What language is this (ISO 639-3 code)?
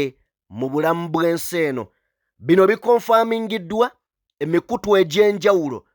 lug